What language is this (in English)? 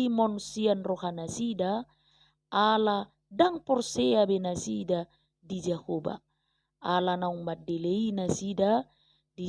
Batak Toba